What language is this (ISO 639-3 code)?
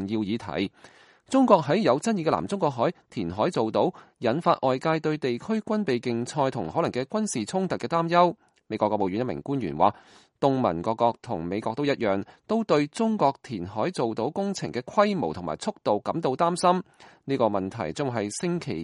yue